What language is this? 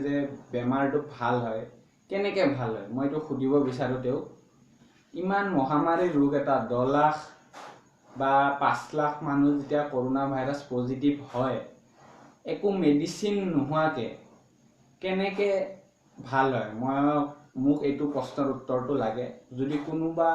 Assamese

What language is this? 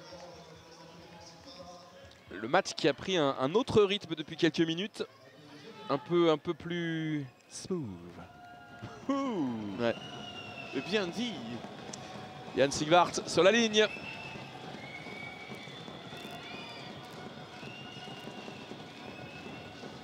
French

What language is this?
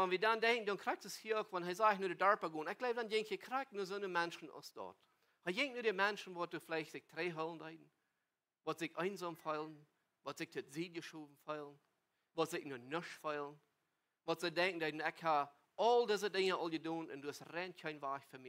Plautdietsch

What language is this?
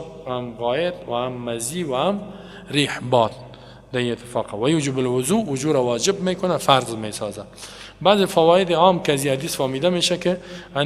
Persian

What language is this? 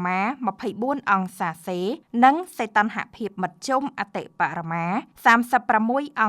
Khmer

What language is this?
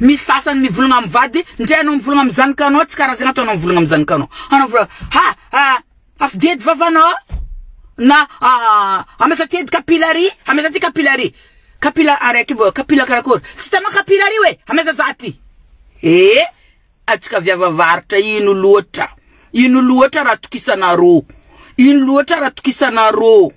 Malagasy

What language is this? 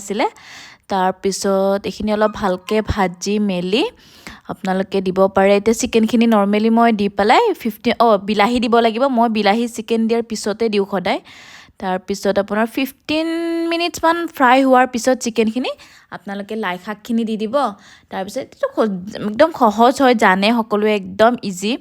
Assamese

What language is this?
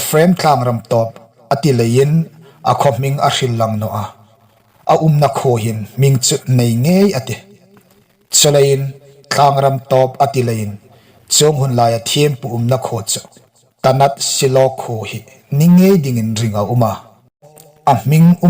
Hmar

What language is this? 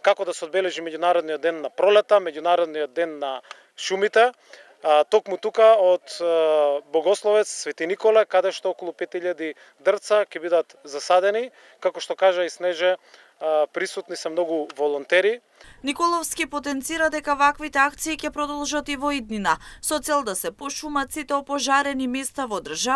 Macedonian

